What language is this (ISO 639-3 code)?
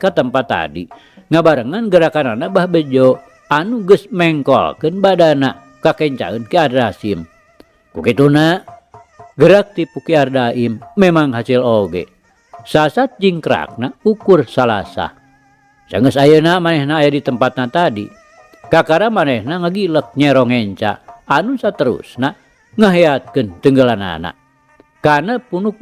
sun